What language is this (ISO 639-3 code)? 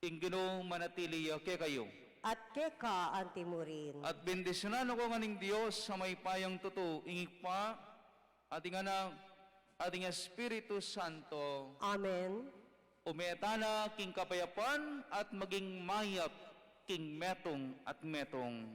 pam